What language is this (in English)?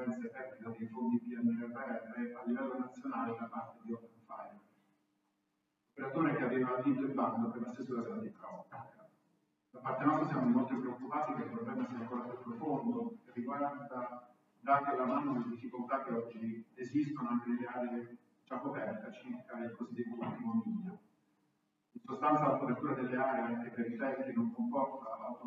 Italian